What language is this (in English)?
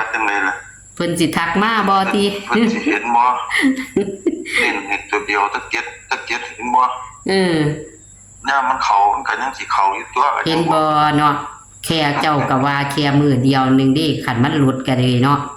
Northeastern Thai